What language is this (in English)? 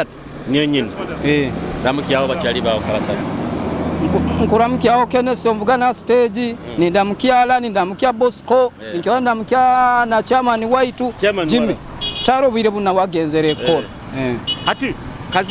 Nyoro